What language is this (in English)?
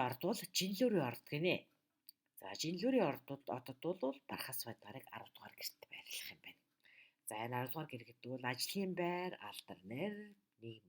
Mongolian